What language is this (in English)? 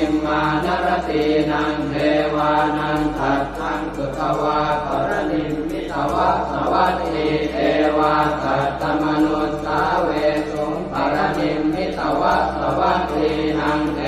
Pali